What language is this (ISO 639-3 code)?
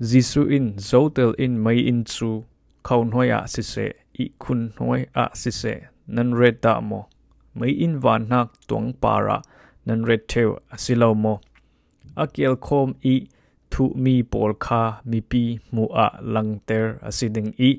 cfm